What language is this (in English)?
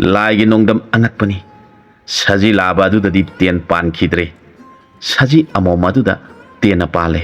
Manipuri